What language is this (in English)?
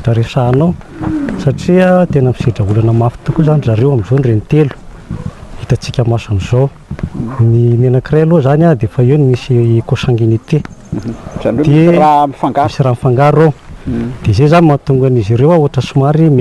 Malagasy